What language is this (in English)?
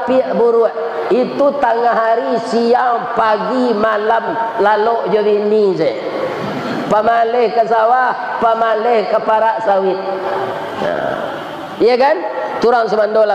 Minangkabau